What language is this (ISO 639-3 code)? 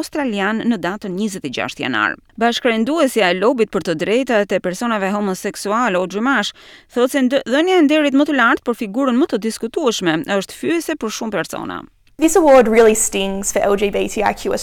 sqi